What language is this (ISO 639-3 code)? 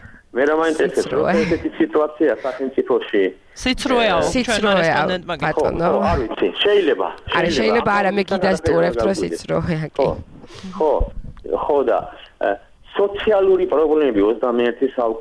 kat